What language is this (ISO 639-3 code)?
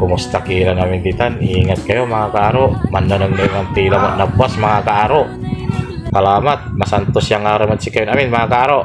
pag